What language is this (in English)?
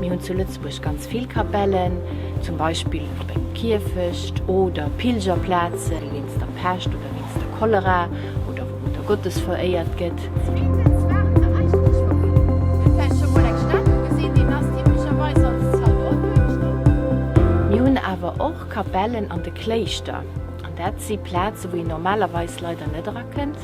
Luxembourgish